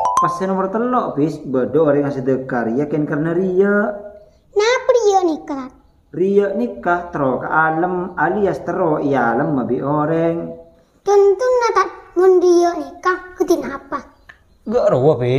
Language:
Madurese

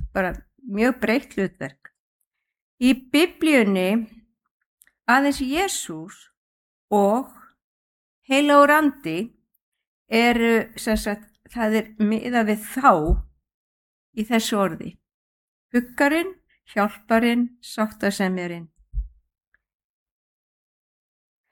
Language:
Icelandic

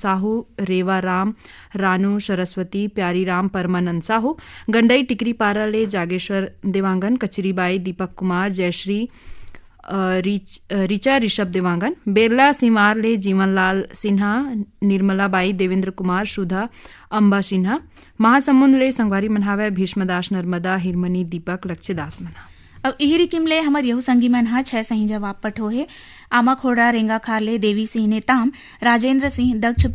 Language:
Chhattisgarhi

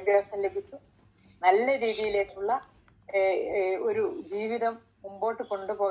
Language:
Malayalam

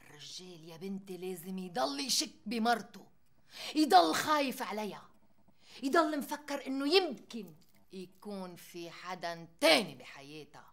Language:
North Levantine Arabic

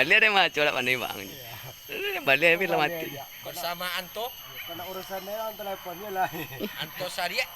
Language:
Minangkabau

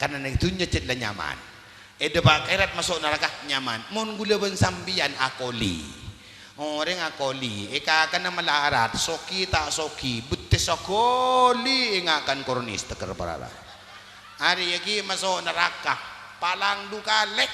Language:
Madurese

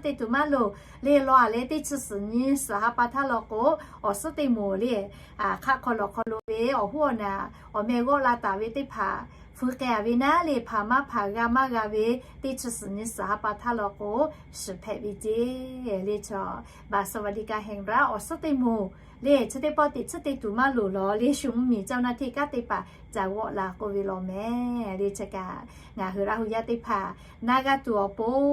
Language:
Lahu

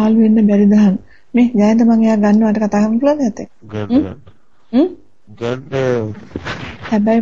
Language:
Sinhala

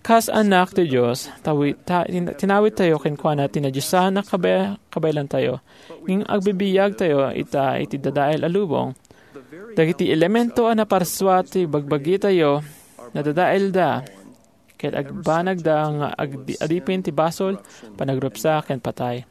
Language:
Iloko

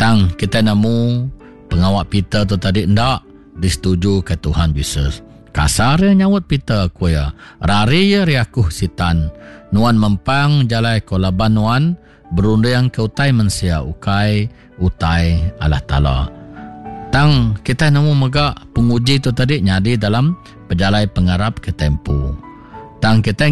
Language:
Iban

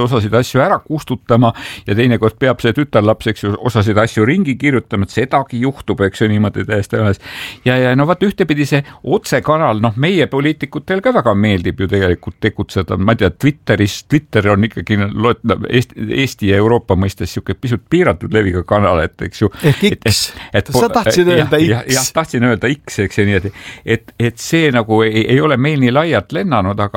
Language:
Estonian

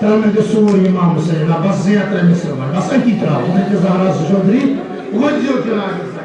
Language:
Kashmiri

